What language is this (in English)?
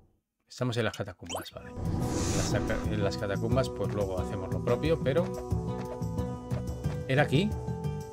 Spanish